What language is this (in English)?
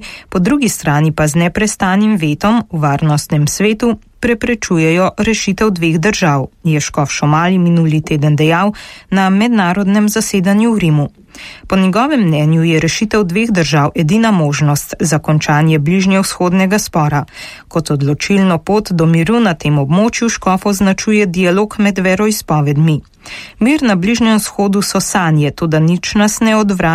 Slovenian